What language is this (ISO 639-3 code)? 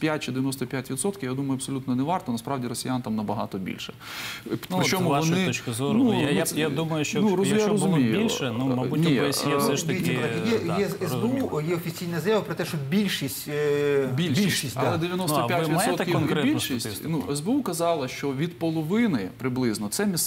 ukr